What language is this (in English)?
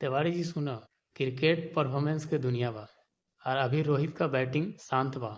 Bhojpuri